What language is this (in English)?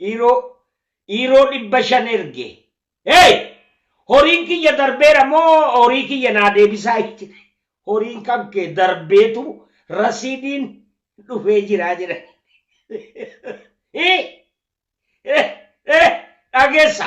Oromo